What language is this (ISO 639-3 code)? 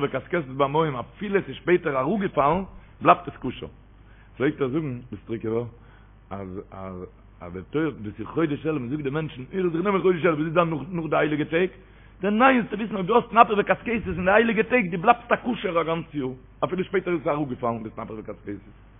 yid